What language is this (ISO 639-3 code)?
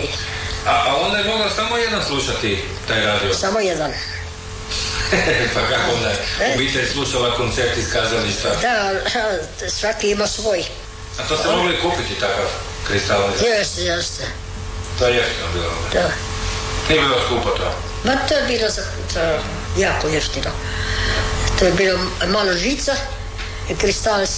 hrv